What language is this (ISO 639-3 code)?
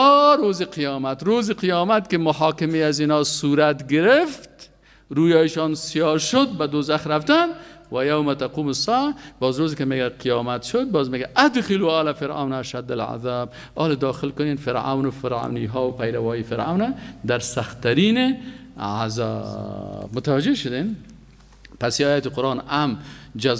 fas